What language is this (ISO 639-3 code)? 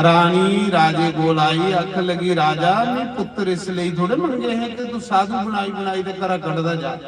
doi